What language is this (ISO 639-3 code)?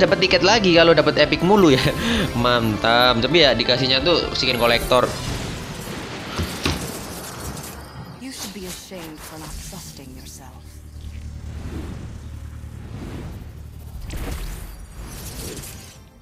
ind